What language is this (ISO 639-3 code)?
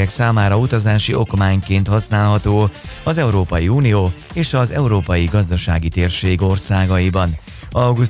hun